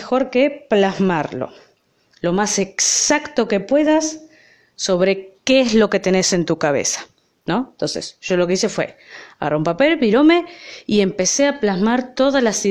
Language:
Spanish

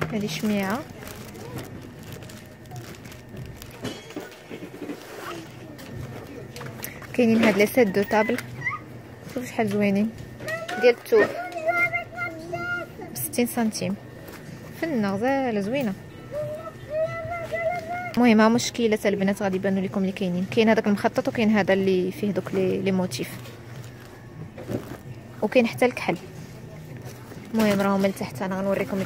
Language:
Moroccan Arabic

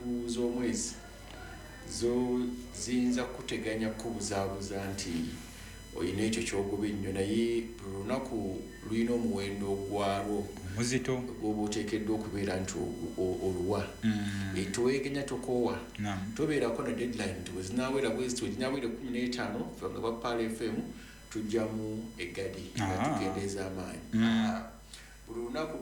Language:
Ganda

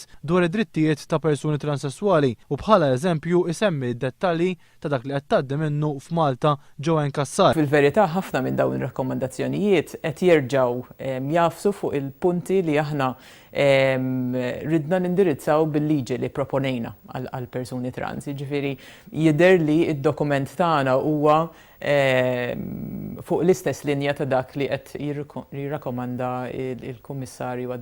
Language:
Maltese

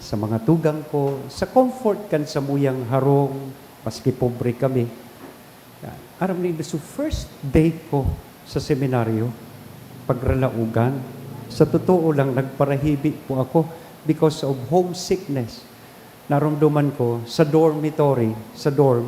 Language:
Bikol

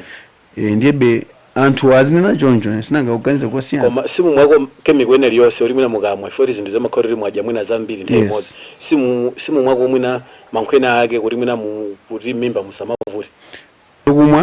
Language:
Nyanja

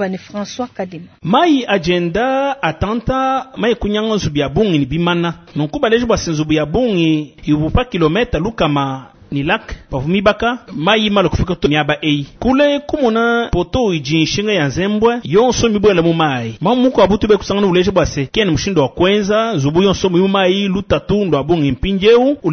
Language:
Luba-Lulua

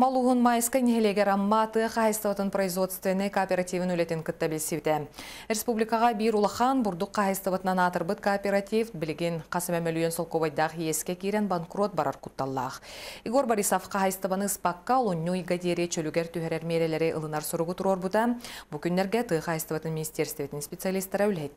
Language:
Yakut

